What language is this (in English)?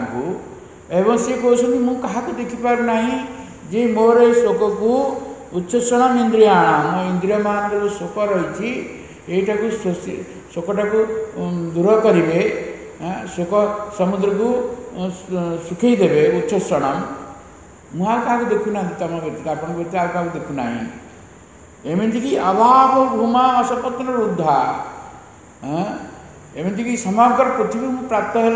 Odia